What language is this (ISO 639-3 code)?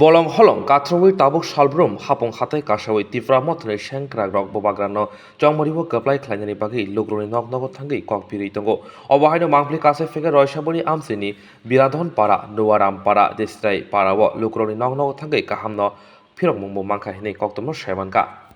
trp